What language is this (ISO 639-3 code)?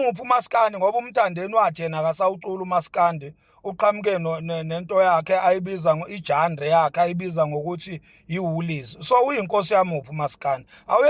zul